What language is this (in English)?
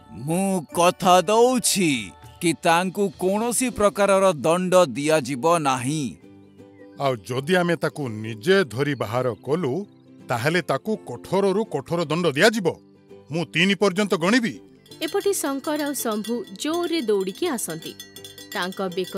Odia